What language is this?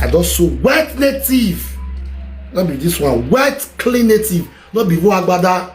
Nigerian Pidgin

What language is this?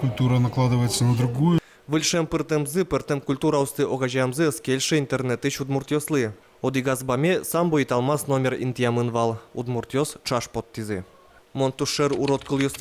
Udmurt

